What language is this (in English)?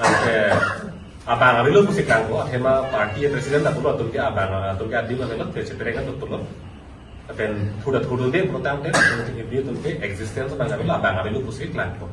Karbi